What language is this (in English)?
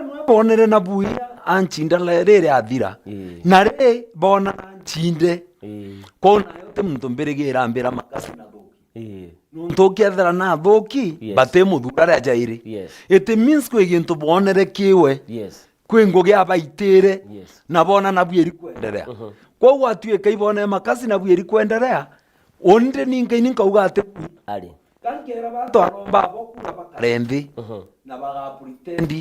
Meru